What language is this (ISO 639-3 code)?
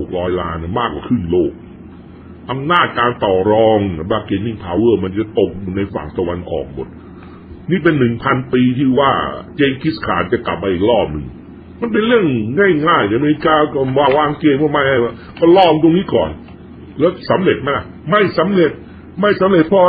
tha